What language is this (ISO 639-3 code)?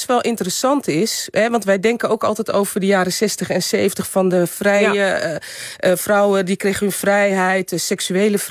nld